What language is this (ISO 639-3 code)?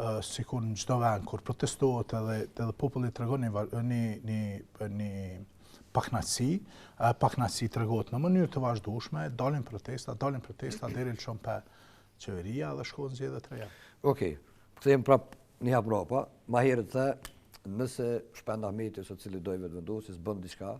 sqi